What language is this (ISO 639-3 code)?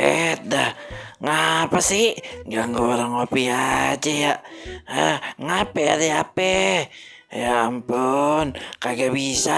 bew